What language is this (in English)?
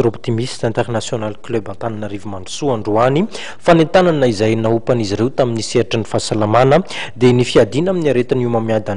Malagasy